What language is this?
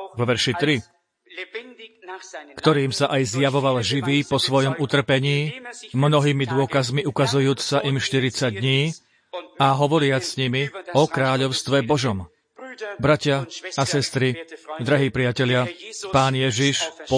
Slovak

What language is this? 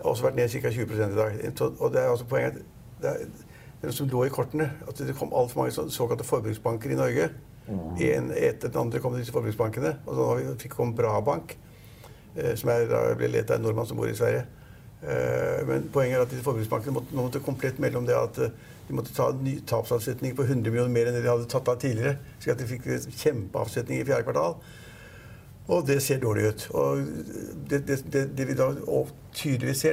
Norwegian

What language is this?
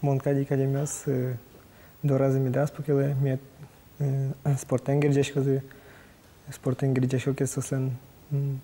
Udmurt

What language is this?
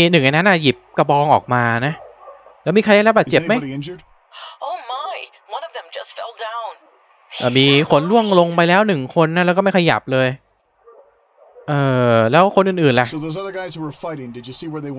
Thai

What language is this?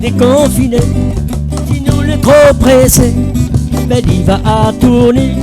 Réunion Creole French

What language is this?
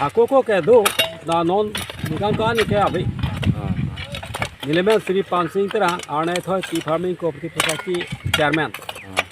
Karbi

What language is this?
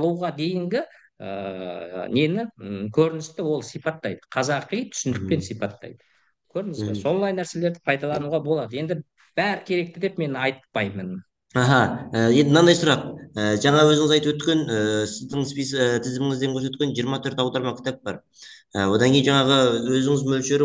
Kazakh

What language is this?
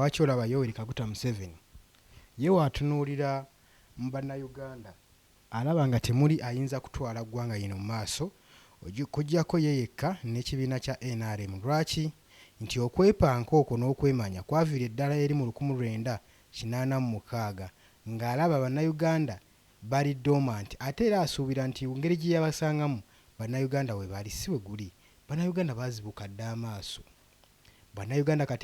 Ganda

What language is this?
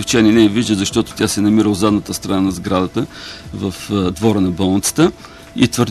Bulgarian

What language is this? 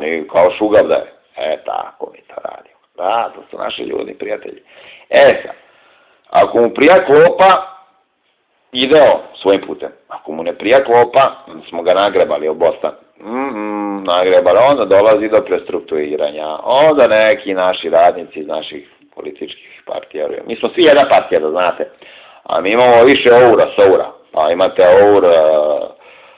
Serbian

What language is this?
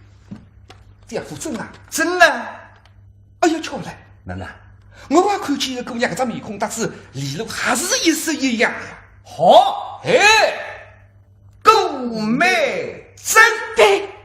Wu Chinese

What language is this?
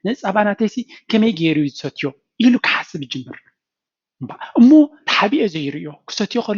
Tigrinya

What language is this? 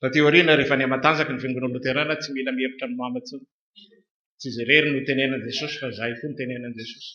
Malagasy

